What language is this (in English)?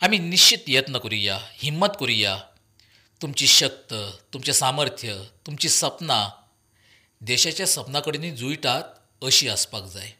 Konkani